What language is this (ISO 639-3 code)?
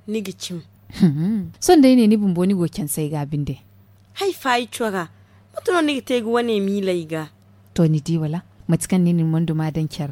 dje